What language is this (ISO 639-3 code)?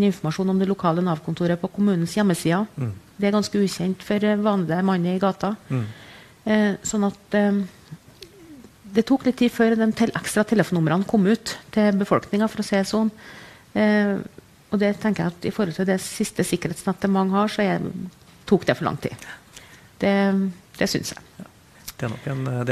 nor